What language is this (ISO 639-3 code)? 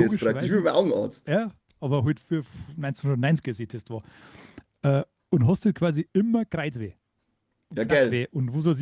bar